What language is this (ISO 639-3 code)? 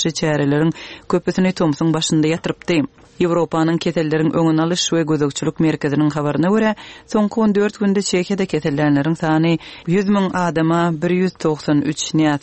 tuk